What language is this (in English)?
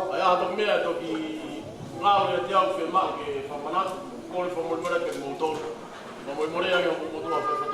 Tongan